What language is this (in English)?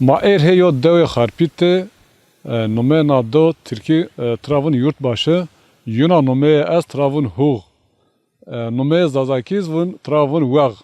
Zaza